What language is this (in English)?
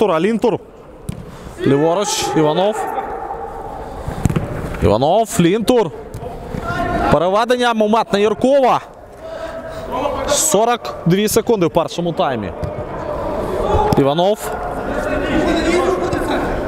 Ukrainian